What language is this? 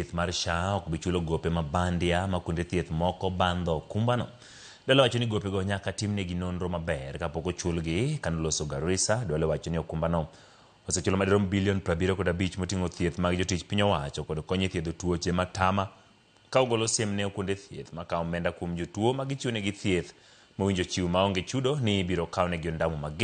Luo (Kenya and Tanzania)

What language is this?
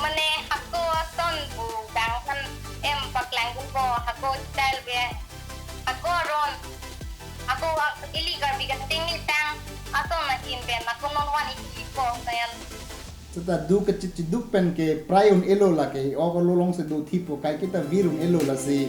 Karbi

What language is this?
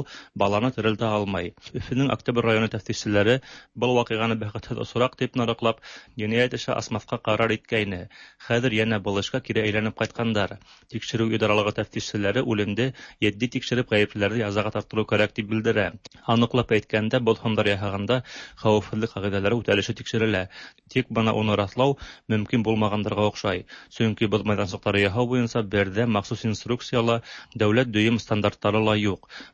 Tatar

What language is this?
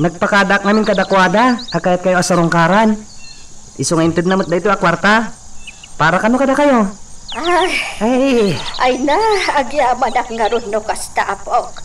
Iloko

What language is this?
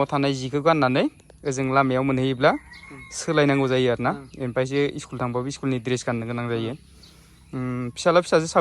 Bodo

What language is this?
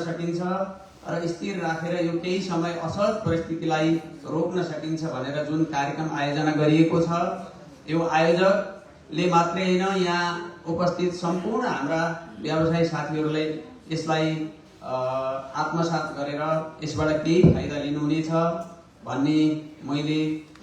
Nepali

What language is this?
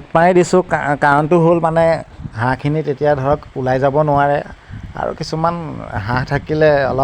Assamese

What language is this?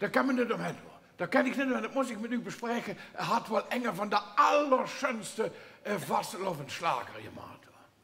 Limburgish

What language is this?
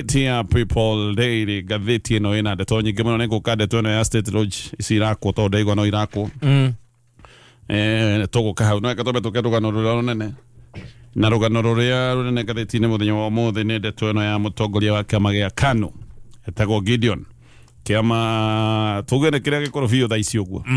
Kikuyu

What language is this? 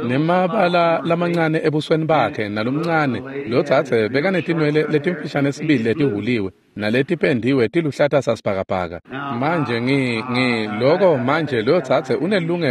Swati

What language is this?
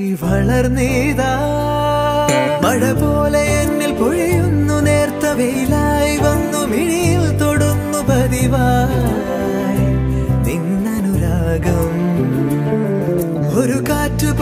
Malayalam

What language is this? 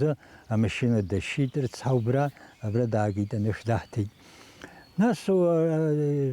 Abkhazian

